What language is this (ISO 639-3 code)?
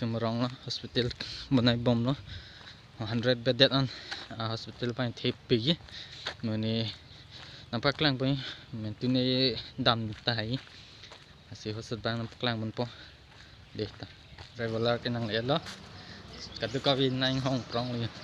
mjw